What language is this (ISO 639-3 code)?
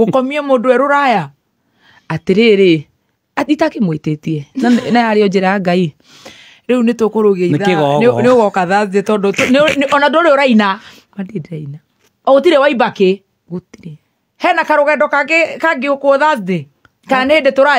kik